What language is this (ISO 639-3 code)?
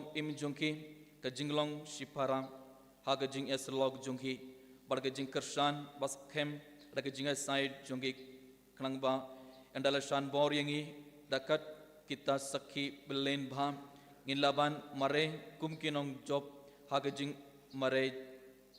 kha